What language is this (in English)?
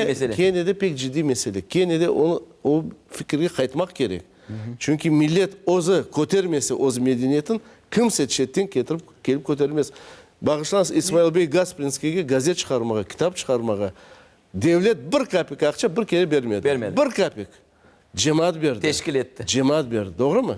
Crimean Tatar